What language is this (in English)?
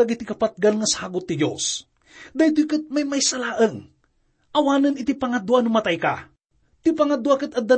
Iloko